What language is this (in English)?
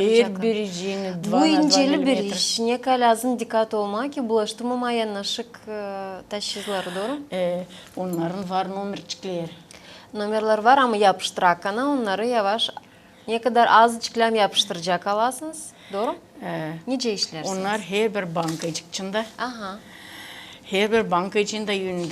Gagauz